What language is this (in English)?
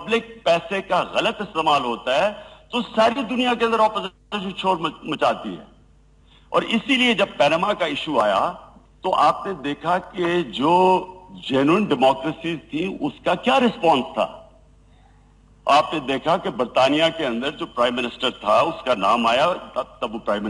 Urdu